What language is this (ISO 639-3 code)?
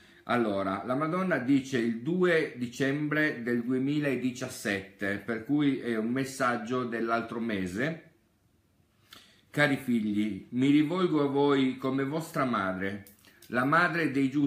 ita